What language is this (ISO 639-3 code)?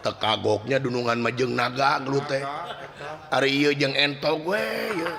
sun